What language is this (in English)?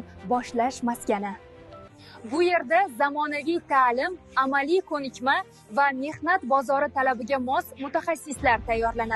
Uzbek